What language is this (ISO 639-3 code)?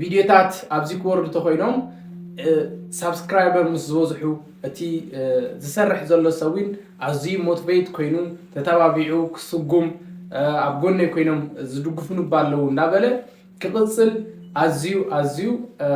tir